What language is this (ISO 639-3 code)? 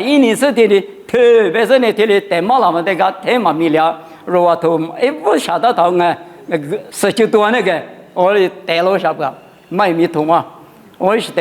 lis